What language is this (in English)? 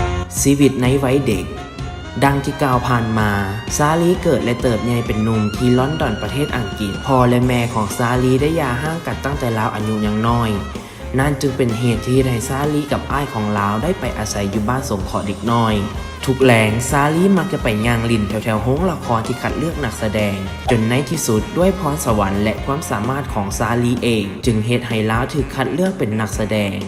Lao